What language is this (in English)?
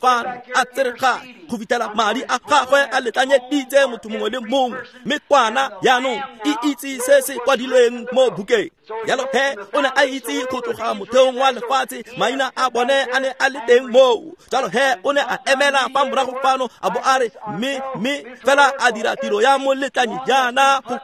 Tswana